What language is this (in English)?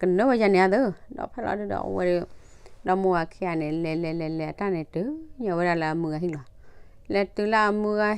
S'gaw Karen